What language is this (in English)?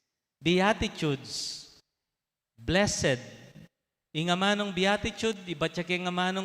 Pampanga